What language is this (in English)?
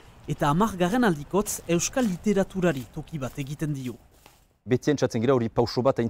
Basque